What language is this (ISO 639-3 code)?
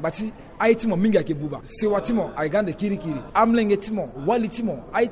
sag